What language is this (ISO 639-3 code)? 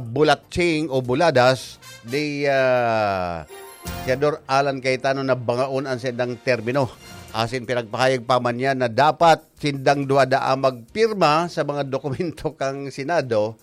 bik